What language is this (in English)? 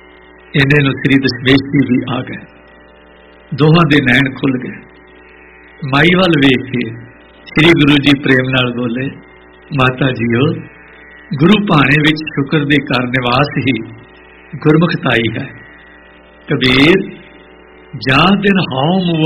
Punjabi